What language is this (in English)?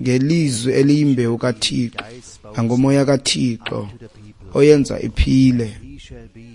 Xhosa